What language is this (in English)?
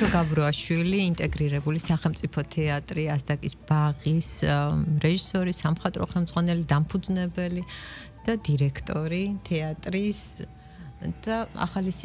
Georgian